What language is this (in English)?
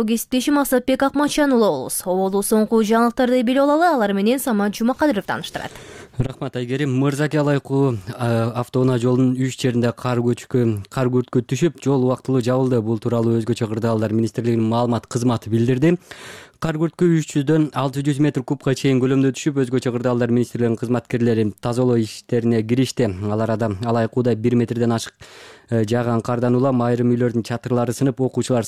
Kyrgyz